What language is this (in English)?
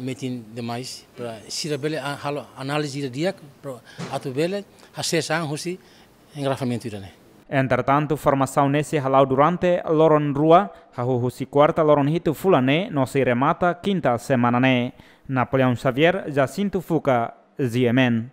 Tetum